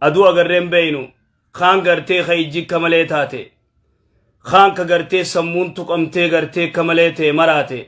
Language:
Oromo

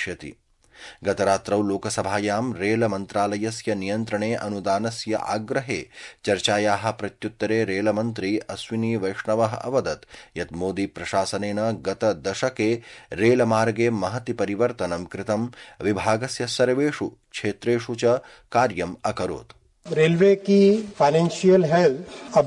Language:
Sanskrit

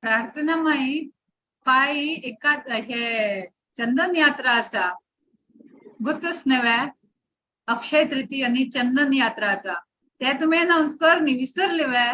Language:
Konkani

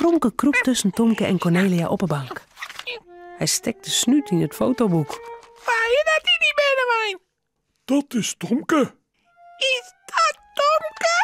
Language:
Western Frisian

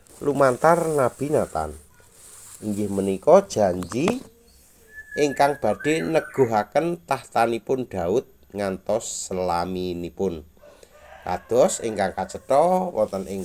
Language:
Javanese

